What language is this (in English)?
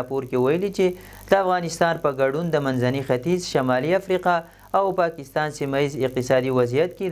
Pashto